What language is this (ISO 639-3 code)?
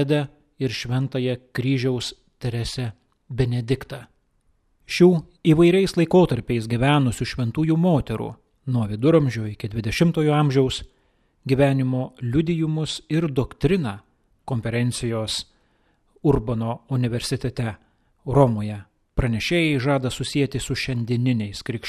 lit